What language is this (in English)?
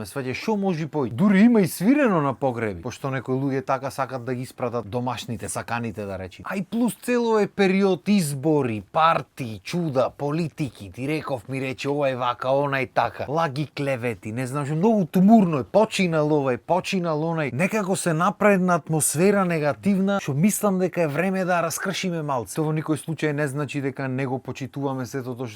Macedonian